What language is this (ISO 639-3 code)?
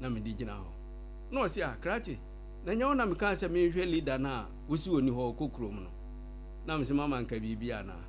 aka